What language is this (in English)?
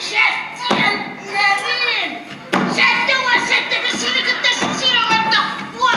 Yakut